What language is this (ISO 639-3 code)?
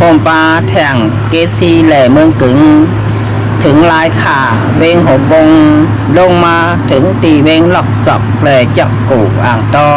shn